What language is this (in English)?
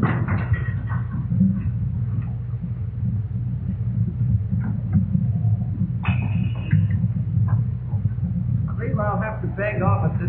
English